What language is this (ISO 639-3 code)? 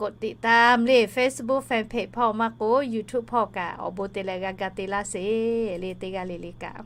lhu